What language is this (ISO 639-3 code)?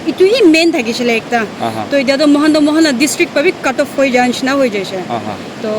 nag